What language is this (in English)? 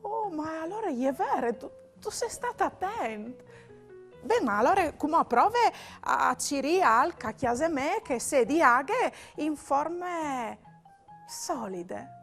Friulian